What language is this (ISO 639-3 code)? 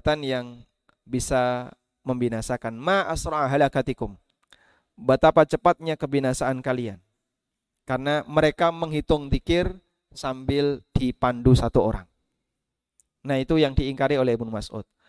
ind